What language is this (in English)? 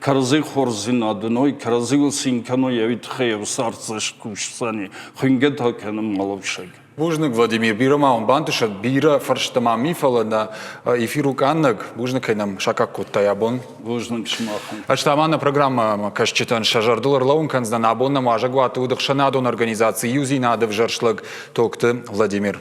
Ossetic